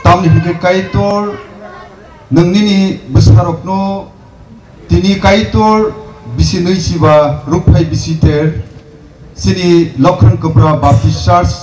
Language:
Kok Borok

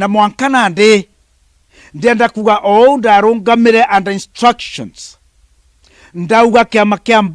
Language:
Meru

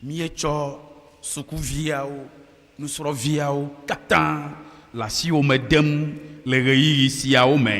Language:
Ewe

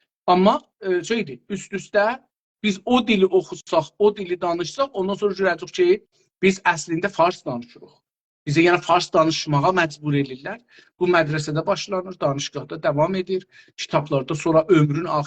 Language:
South Azerbaijani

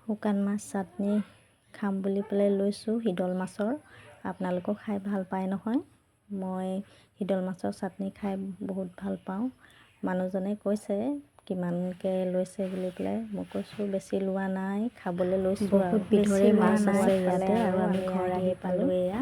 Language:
Assamese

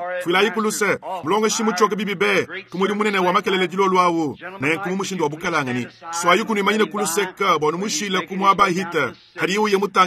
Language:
Luba-Lulua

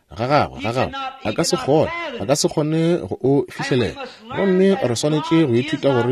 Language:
Northern Sotho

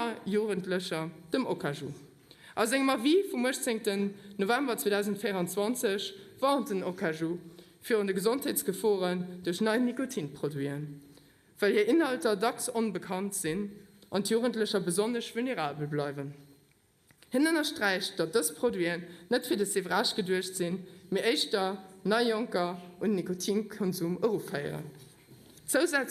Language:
Luxembourgish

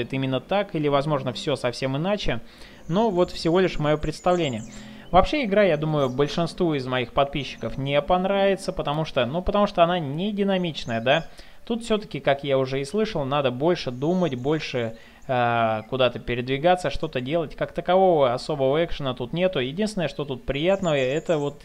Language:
Russian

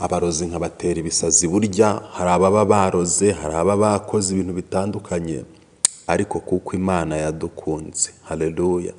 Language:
Kinyarwanda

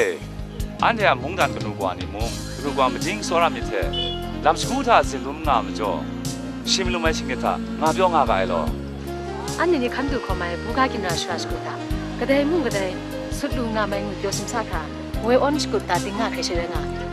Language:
Kachin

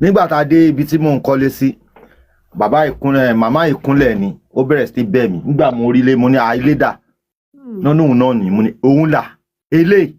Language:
Yoruba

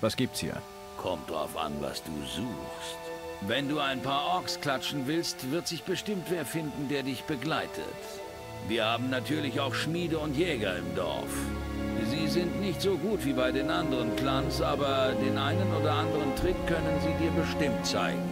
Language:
Bavarian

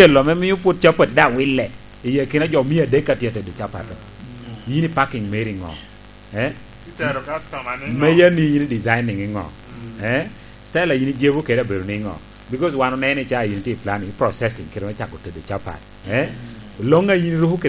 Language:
Lango (Uganda)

